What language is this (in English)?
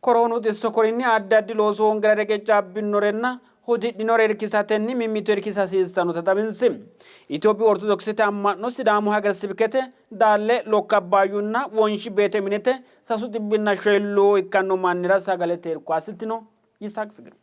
Sidamo